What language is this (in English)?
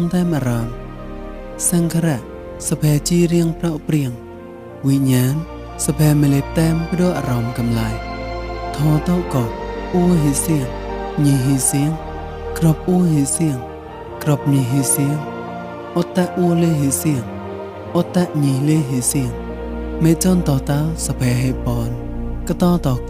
Mon